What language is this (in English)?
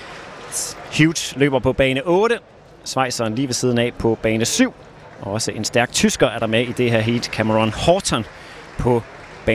Danish